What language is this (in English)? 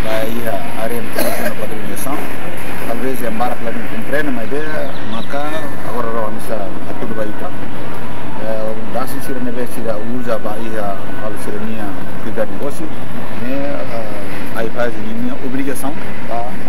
Tetum